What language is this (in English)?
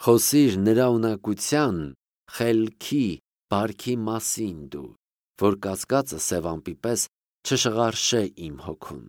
Armenian